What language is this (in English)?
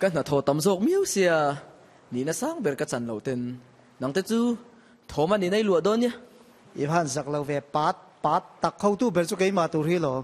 Mizo